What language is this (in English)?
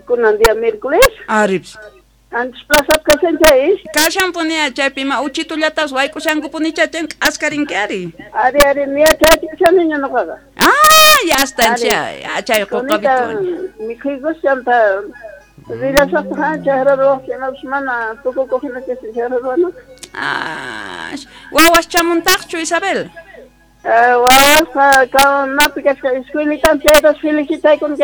South Bolivian Quechua